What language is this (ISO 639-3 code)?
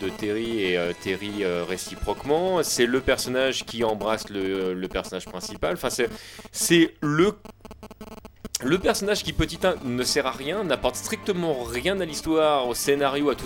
fra